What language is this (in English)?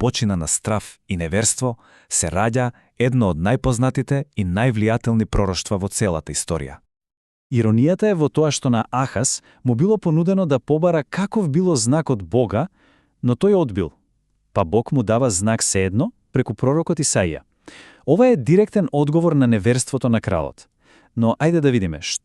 Macedonian